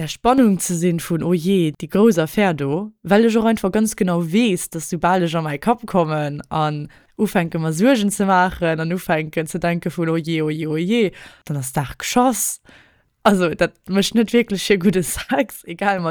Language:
Luxembourgish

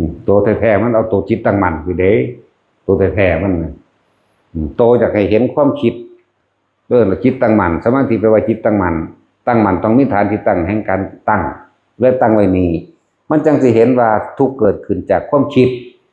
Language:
Northeastern Thai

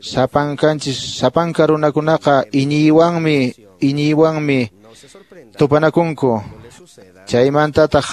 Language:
Quechua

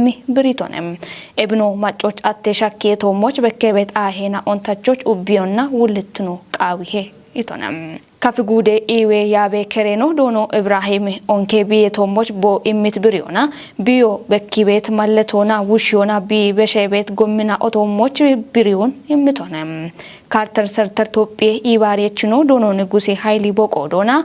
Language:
Kafa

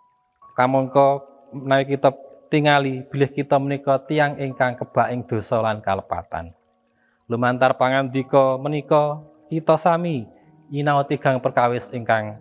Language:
Javanese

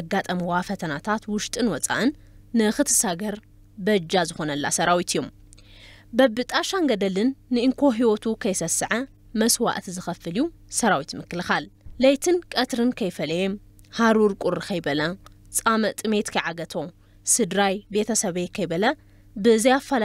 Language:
Tigrinya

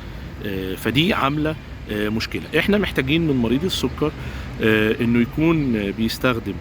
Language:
Egyptian Arabic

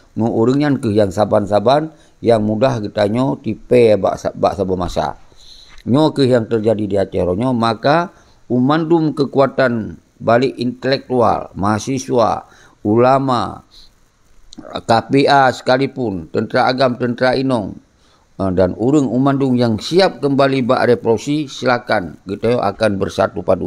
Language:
Achinese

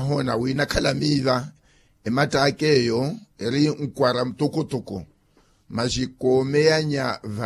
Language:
Makhuwa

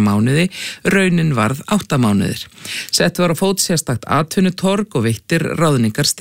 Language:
Icelandic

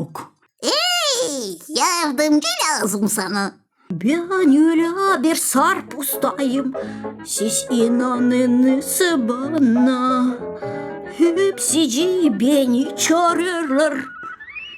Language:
Gagauz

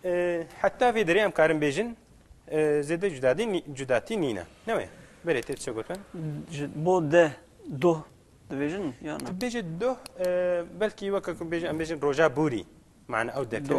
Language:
Kurdish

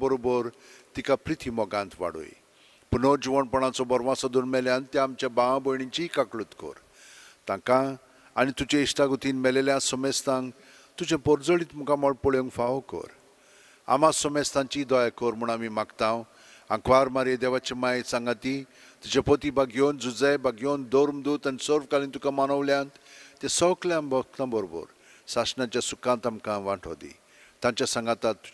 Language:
Konkani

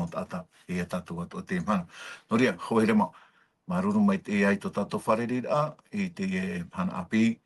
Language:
Tahitian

